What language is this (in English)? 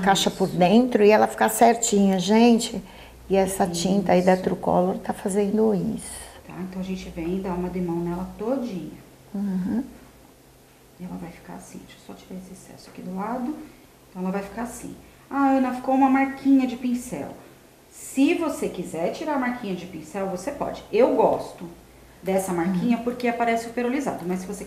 Portuguese